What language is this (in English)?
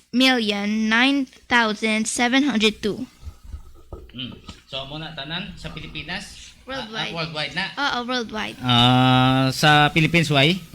Hiligaynon